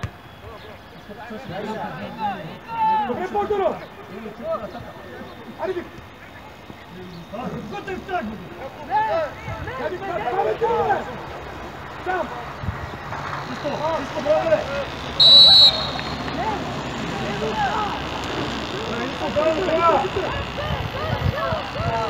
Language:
Bulgarian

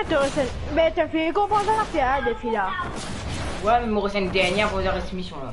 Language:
Morisyen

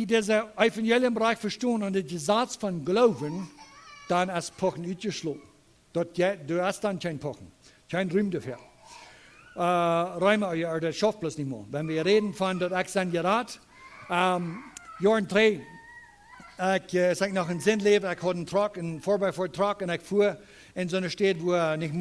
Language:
Plautdietsch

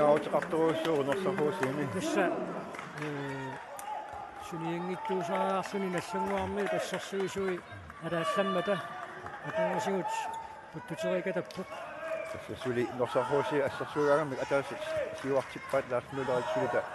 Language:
Kalaallisut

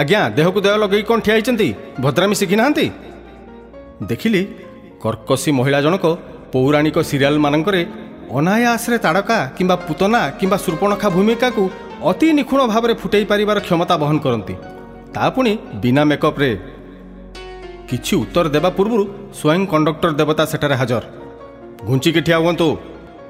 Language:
Odia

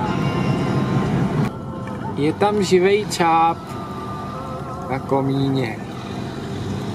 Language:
Czech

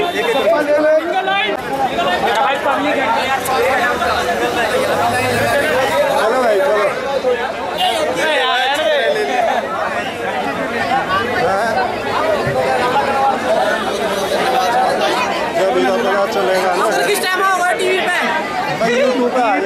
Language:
Hindi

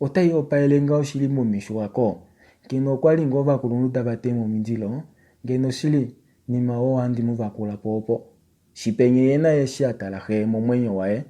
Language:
Kuanyama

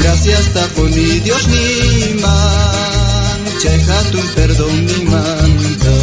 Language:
South Bolivian Quechua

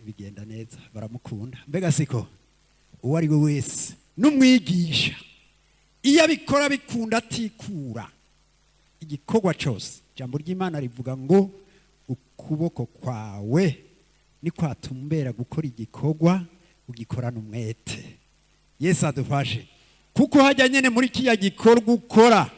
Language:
Rundi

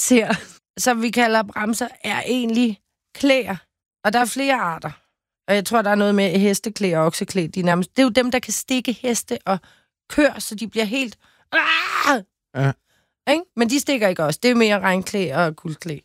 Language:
Danish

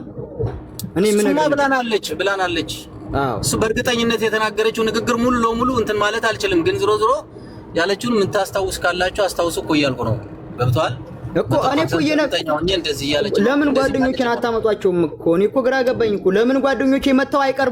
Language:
Amharic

